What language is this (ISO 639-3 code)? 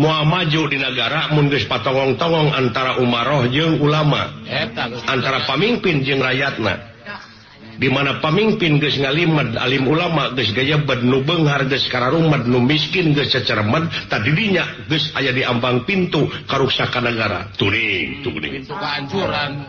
sun